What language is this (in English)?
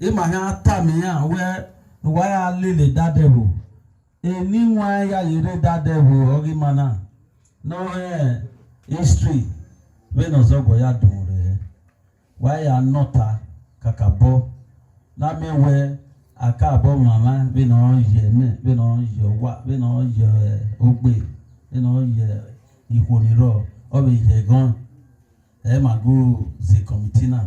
Bini